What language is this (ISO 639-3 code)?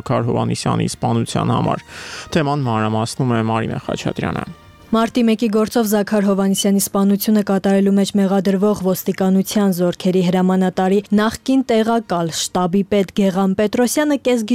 hye